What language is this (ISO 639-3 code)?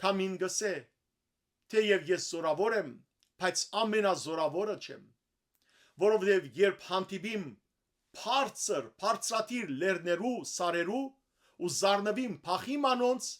hyw